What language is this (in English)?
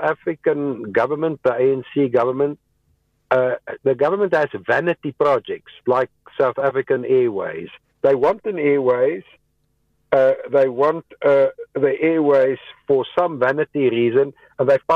English